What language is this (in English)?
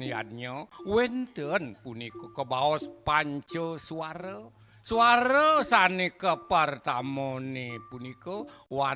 Balinese